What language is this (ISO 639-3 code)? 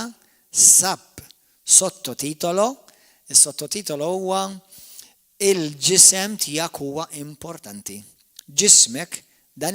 mlt